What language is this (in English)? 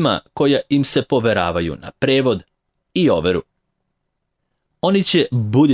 Serbian